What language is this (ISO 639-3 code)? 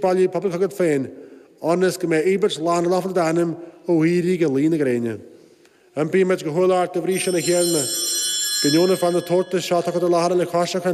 gle